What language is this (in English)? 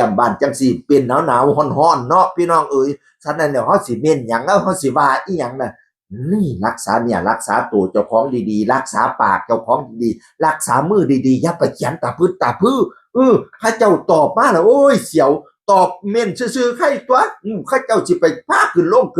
Northeastern Thai